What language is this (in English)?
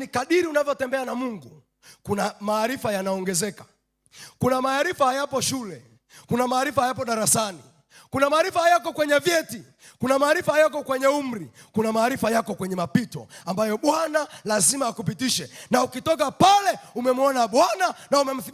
Swahili